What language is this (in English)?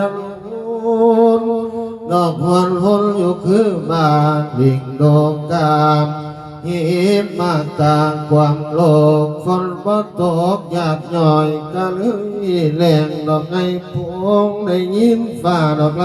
Northeastern Thai